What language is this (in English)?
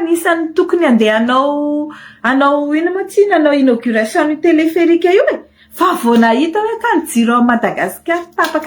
Malagasy